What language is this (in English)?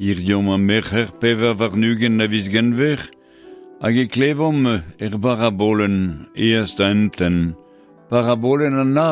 Breton